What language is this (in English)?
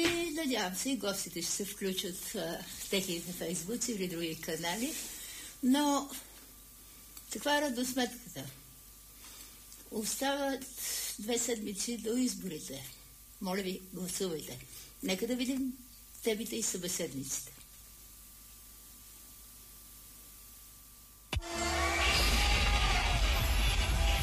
Bulgarian